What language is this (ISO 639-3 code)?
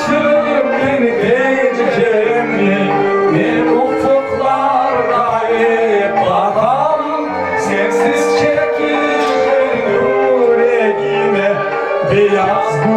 crh